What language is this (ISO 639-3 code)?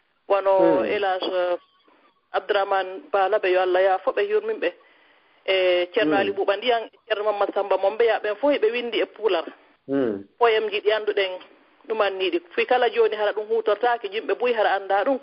ful